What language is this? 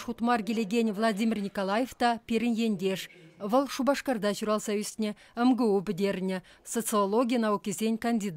Chuvash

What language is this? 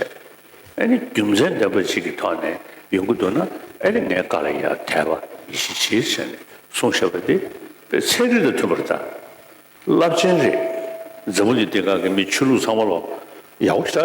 Tibetan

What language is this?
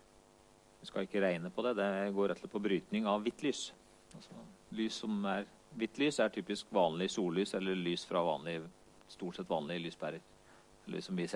Norwegian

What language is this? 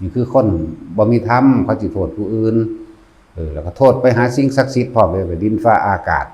Northeastern Thai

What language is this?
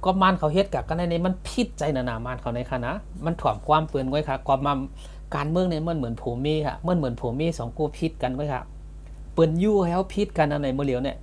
Shan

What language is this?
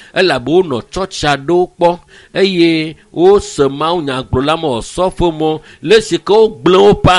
Ewe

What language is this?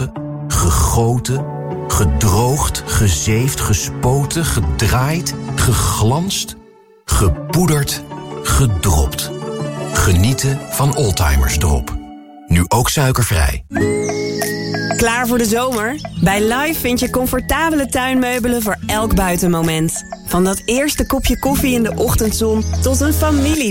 Dutch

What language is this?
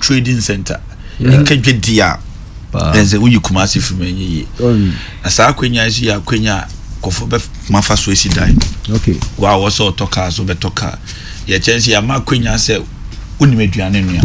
Akan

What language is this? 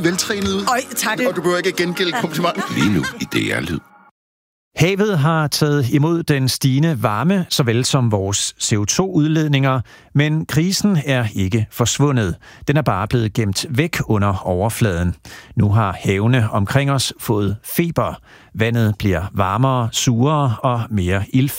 Danish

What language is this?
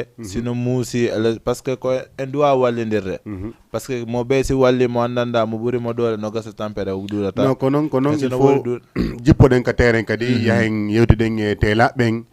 Fula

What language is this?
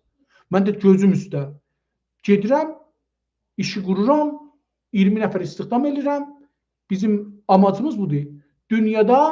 South Azerbaijani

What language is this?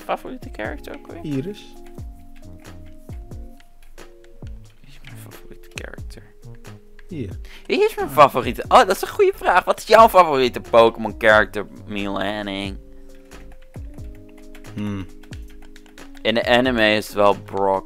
Dutch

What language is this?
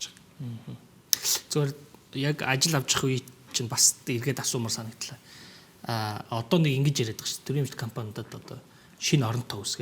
Mongolian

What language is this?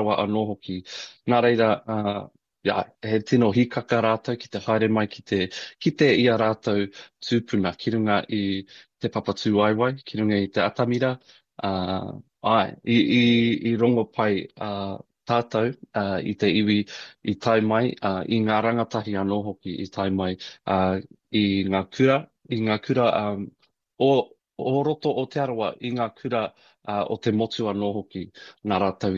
Māori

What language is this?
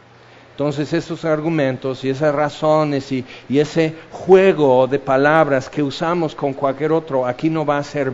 Spanish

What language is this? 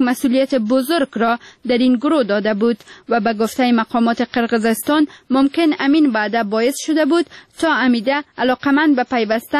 Persian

